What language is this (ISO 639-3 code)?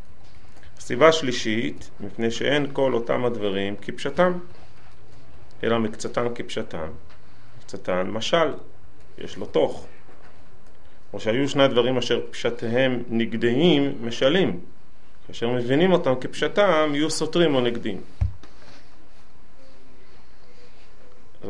heb